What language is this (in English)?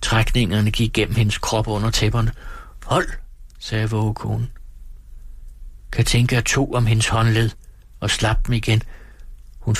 Danish